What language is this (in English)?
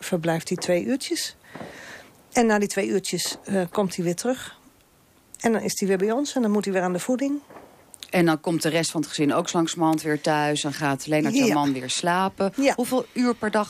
Dutch